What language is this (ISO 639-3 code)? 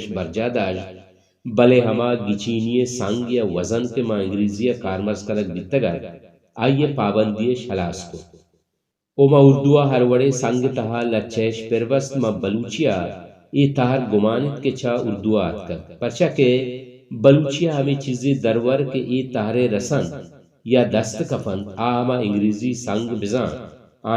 bal